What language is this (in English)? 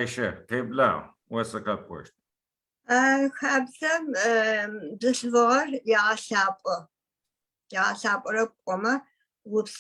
Adyghe